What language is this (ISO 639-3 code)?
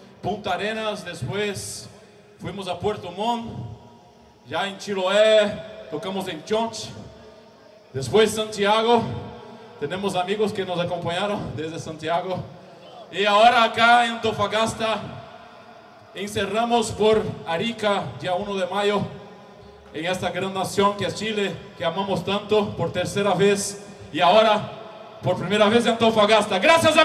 spa